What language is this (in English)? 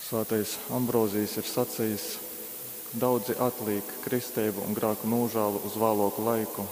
Latgalian